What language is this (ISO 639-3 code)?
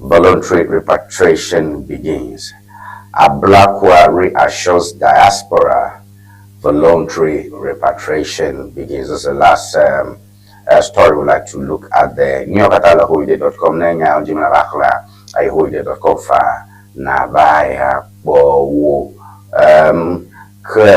ewe